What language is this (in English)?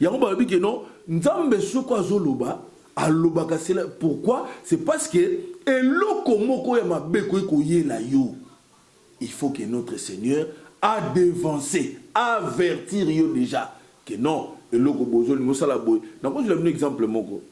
Lingala